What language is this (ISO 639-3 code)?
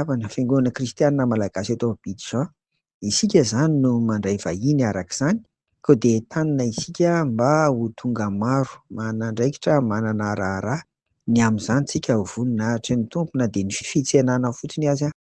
mlg